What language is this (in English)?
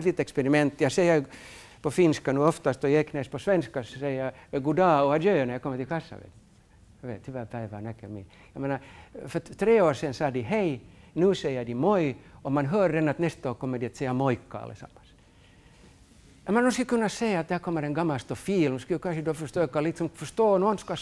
Swedish